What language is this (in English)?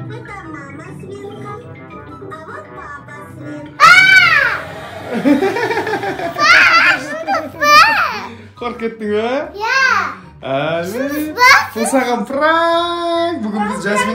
Kazakh